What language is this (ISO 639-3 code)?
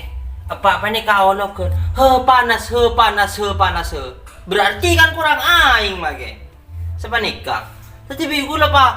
mad